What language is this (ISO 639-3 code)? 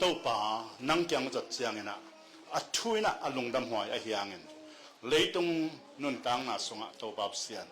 ctd